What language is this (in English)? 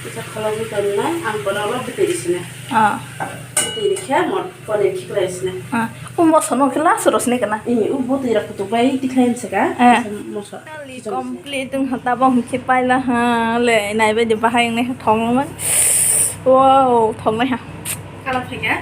Kok Borok